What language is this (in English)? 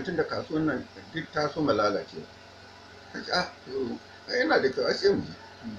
Hausa